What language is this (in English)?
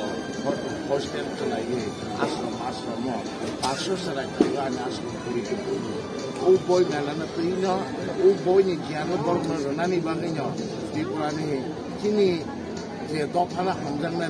Kok Borok